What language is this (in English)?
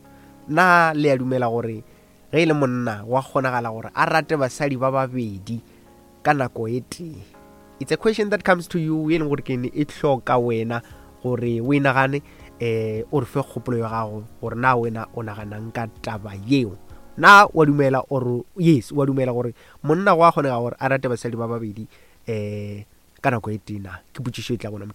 Northern Sotho